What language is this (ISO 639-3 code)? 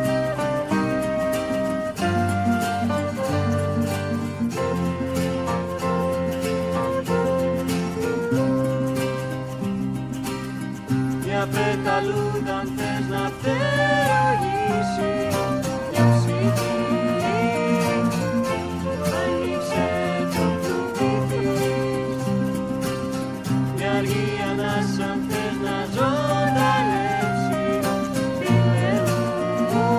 ell